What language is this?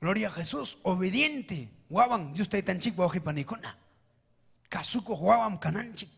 Ayacucho Quechua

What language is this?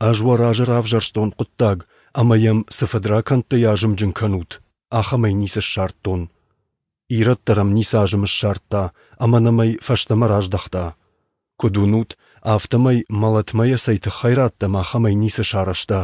Ossetic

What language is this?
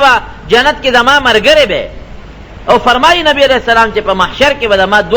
Pashto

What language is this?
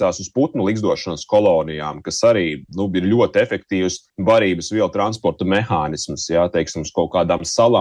Latvian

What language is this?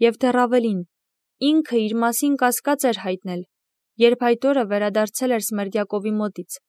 Armenian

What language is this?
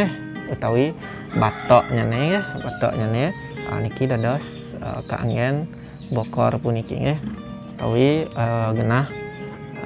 Balinese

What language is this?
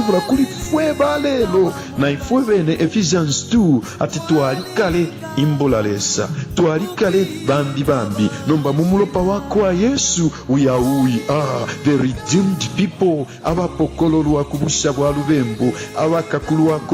Bemba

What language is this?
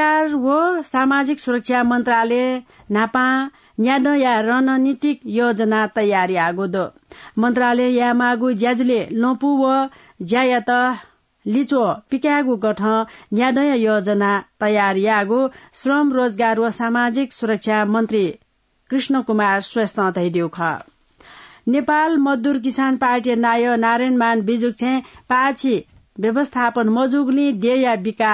Newari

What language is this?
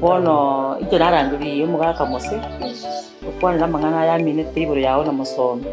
Gusii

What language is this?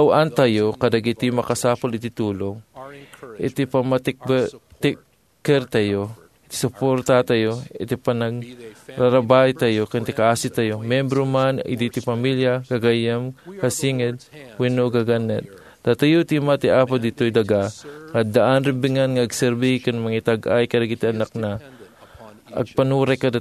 Iloko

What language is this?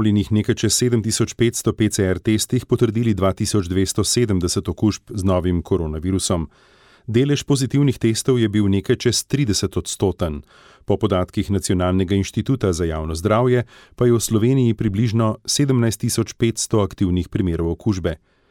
Slovenian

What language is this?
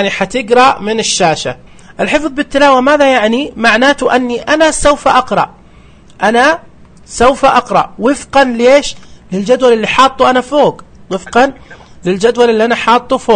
Najdi Arabic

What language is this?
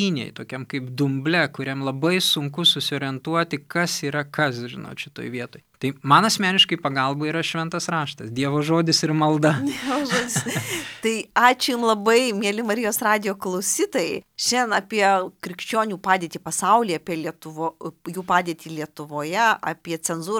Lithuanian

